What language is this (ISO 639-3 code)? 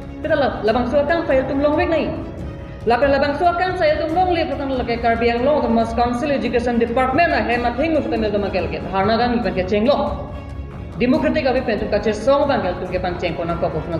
mjw